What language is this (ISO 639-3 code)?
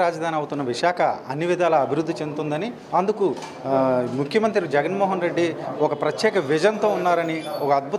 tel